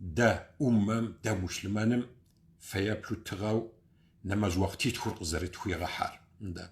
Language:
Kabardian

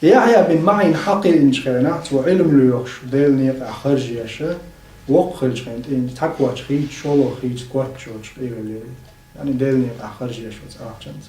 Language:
Chechen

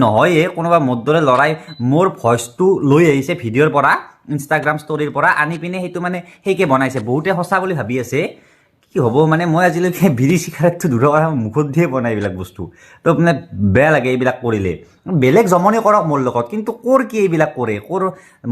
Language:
Assamese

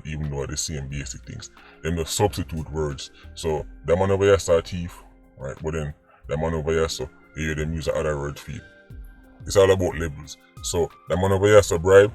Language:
Jamaican Creole English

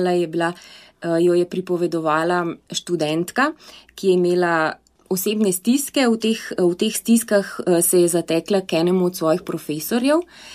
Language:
Slovenian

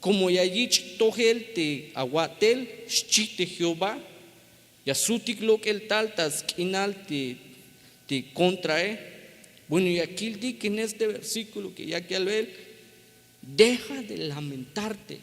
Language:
Tzeltal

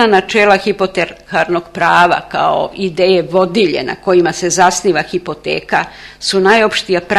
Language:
Serbian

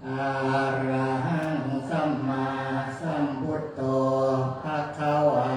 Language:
Pali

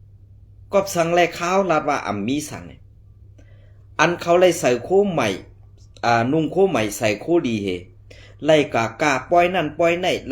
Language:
Shan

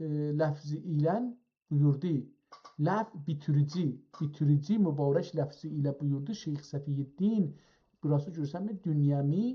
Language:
South Azerbaijani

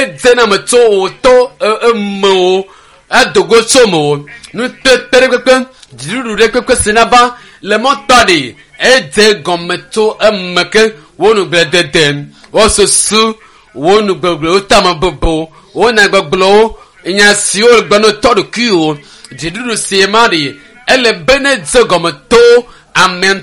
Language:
Ewe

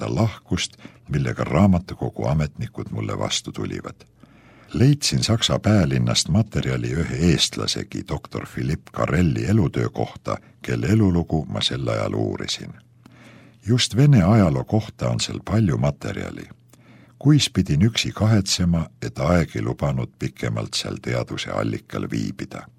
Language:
Estonian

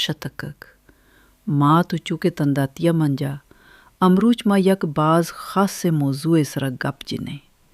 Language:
Baluchi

